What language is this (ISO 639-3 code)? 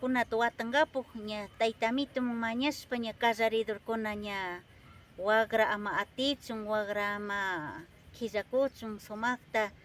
qvi